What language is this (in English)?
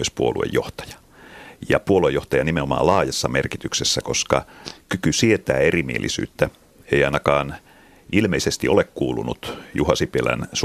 Finnish